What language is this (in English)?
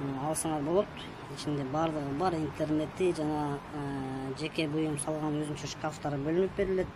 Kyrgyz